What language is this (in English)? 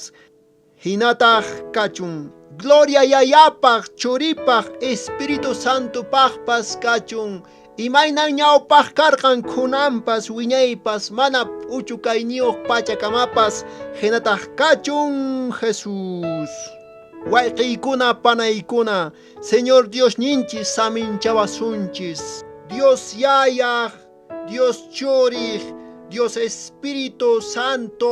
Quechua